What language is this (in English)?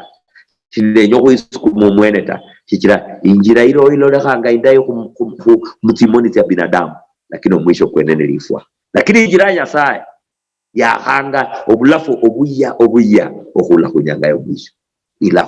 Luyia